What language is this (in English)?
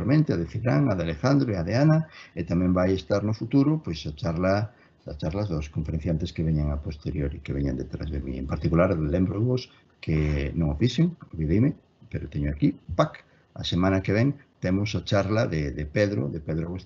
Galician